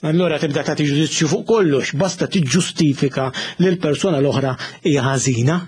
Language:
Maltese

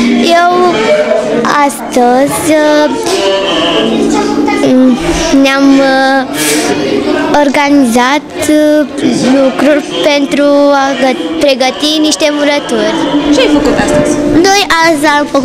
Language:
Romanian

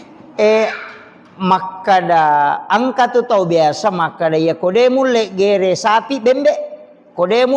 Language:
Buginese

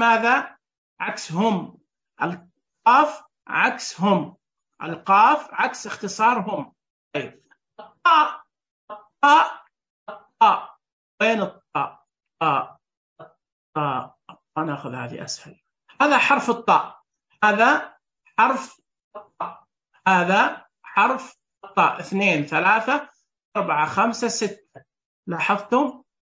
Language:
Najdi Arabic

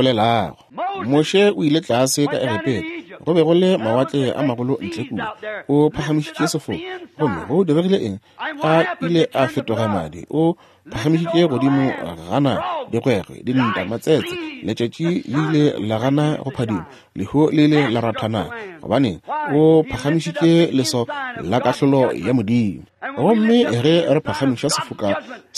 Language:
Northern Sotho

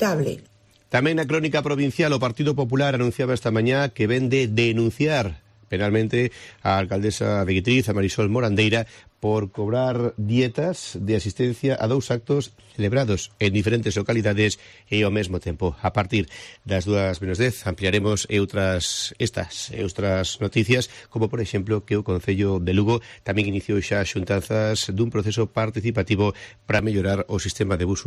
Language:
Galician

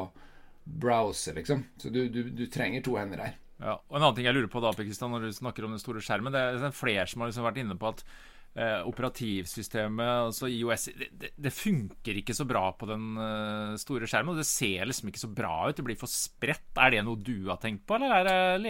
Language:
Norwegian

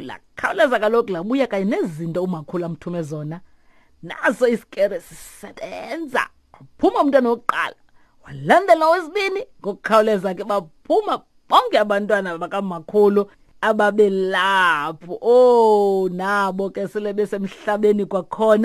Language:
Xhosa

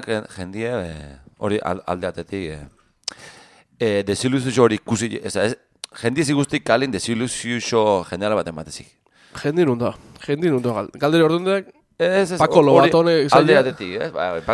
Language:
Basque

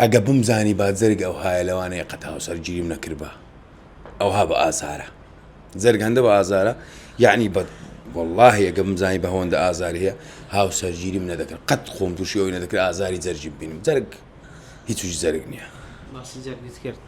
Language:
Central Kurdish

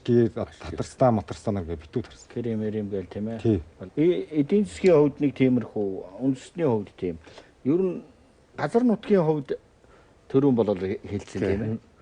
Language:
Mongolian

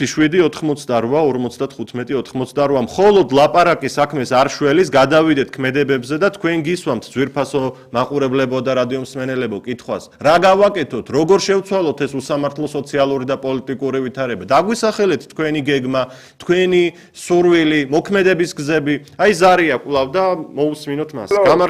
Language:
Georgian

